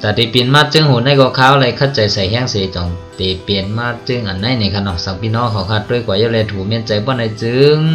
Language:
Shan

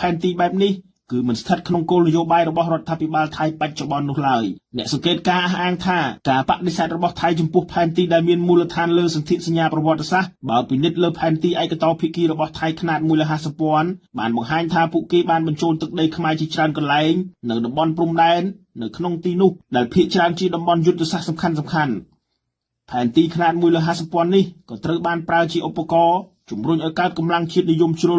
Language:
Khmer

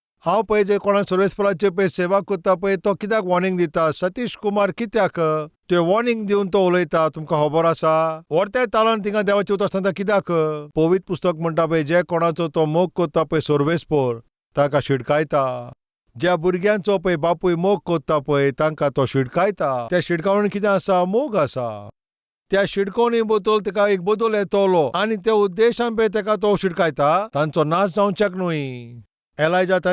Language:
Konkani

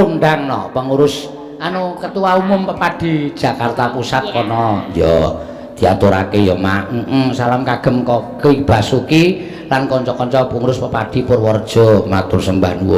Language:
Javanese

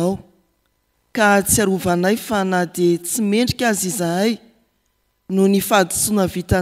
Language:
Malagasy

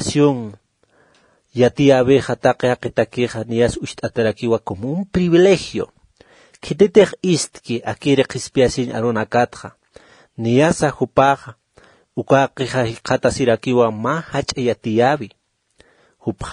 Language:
Aymara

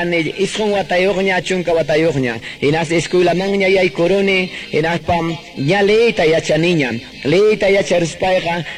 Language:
Quechua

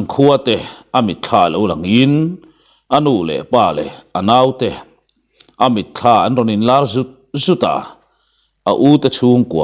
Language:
Mizo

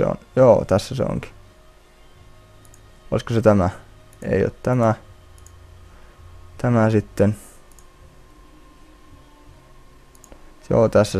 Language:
Finnish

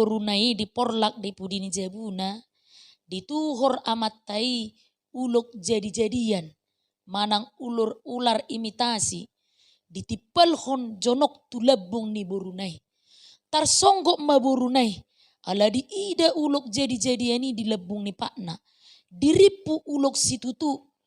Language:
Batak Toba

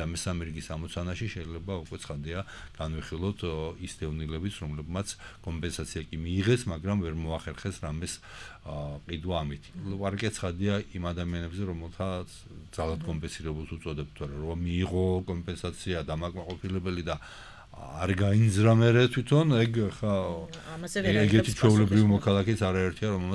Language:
Georgian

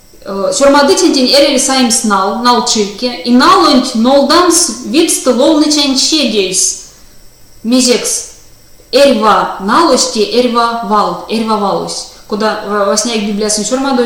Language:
Erzya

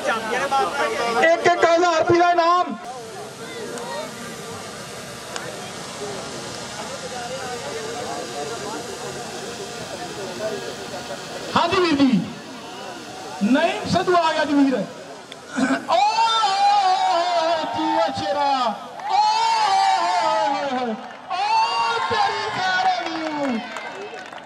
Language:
Punjabi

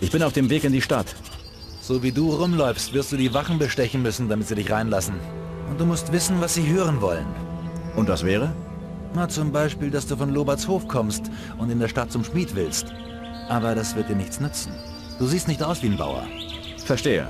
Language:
Bavarian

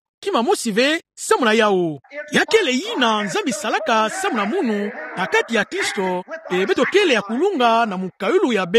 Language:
Kituba (Democratic Republic of Congo)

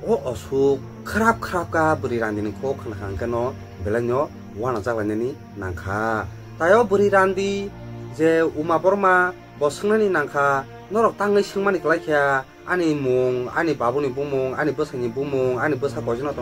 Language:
Kok Borok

